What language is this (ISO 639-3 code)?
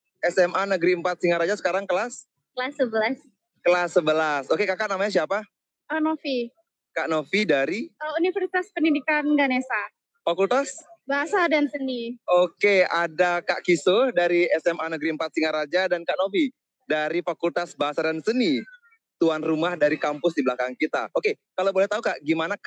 ind